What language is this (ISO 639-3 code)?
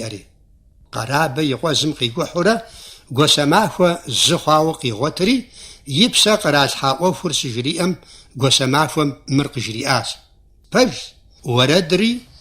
kbd